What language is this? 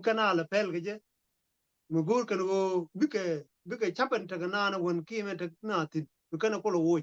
Nuer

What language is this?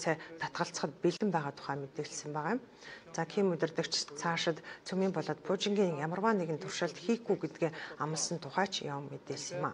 Mongolian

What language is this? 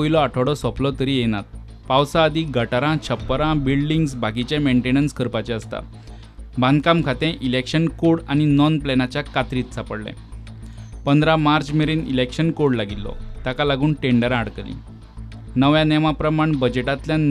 Konkani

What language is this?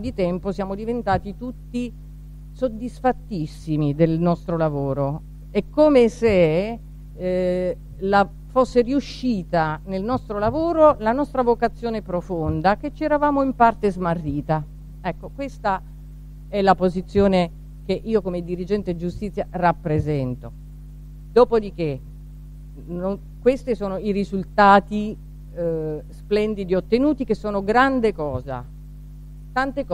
Italian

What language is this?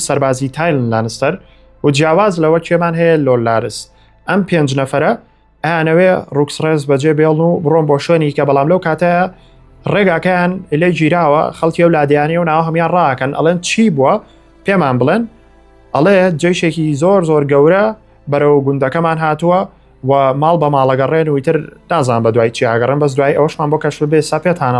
Central Kurdish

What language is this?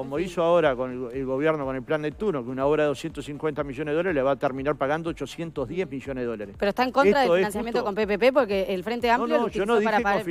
Spanish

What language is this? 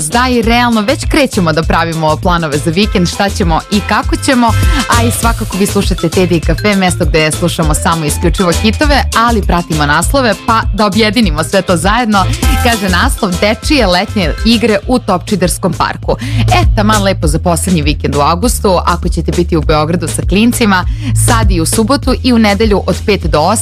Serbian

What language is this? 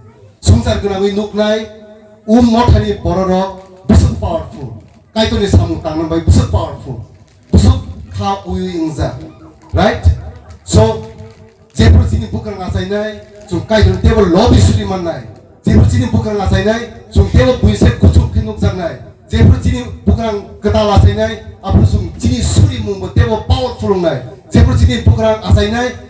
Kok Borok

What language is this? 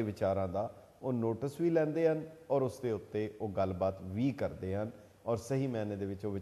Punjabi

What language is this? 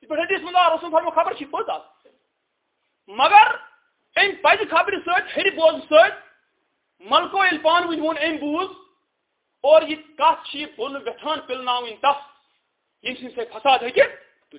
Kashmiri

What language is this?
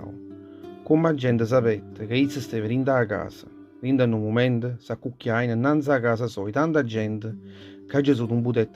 Neapolitan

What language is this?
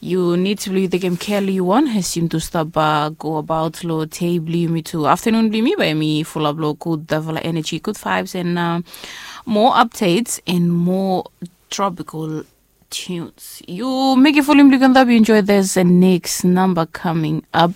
Bislama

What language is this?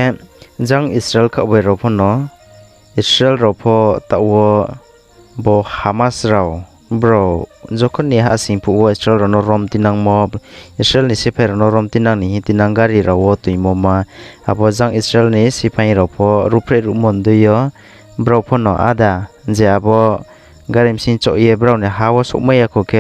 Riang (India)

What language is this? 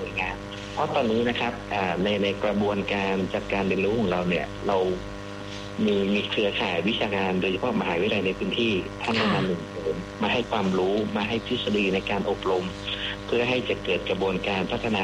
Thai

